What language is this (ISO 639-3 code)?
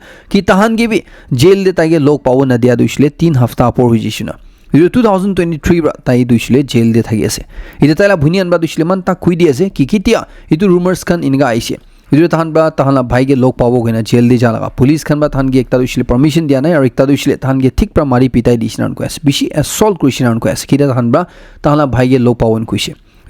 nag